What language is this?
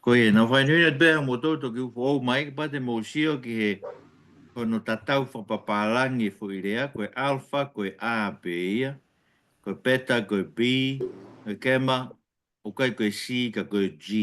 Tongan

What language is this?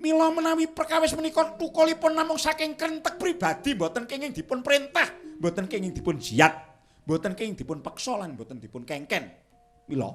Javanese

